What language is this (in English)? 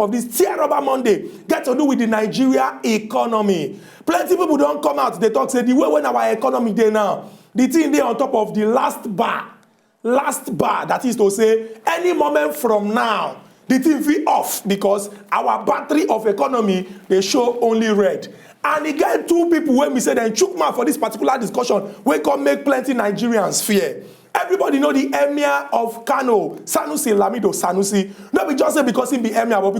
Nigerian Pidgin